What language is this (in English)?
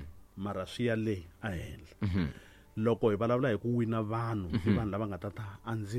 Tsonga